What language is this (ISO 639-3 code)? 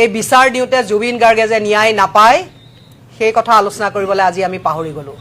asm